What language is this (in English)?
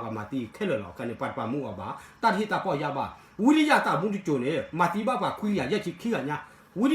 S'gaw Karen